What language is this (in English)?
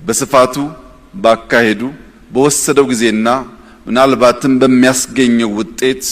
Amharic